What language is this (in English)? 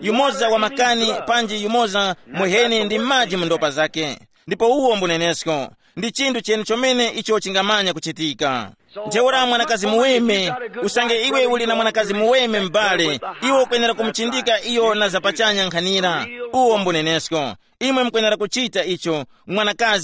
Tumbuka